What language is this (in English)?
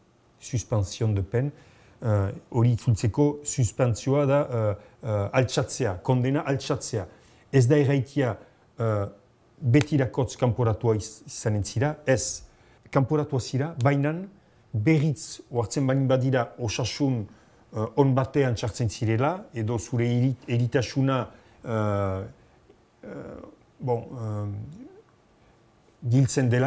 Basque